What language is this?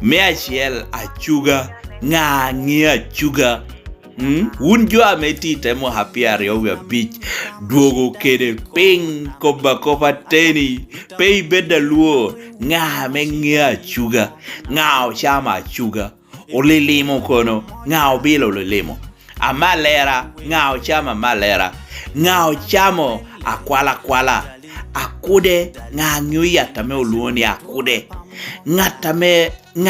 Lango (Uganda)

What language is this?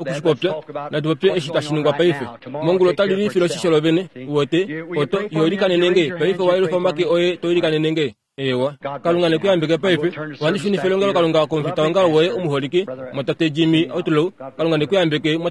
Kuanyama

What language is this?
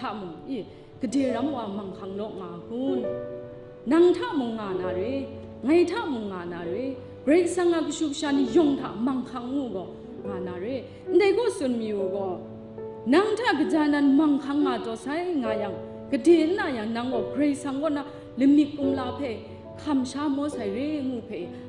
Kachin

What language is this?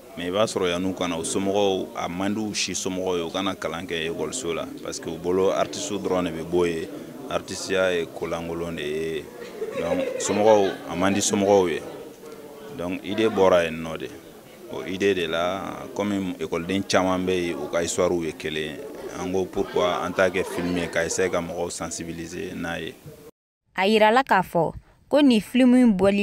Bambara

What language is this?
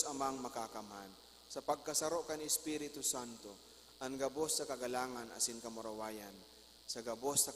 Bikol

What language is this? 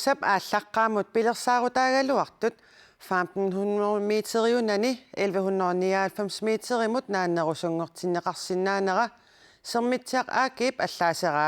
Kalaallisut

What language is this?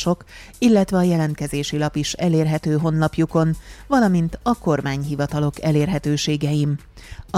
Hungarian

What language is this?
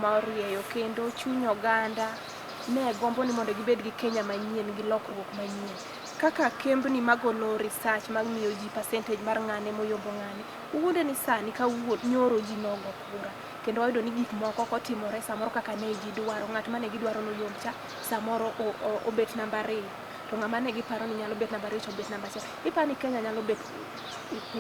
Luo (Kenya and Tanzania)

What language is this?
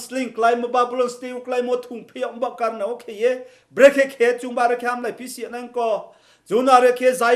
Riang (India)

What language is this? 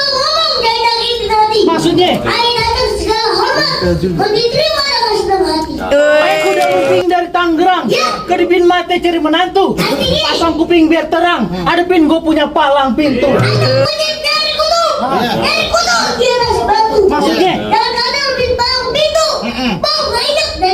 Betawi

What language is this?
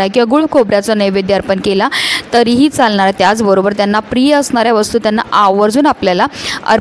Marathi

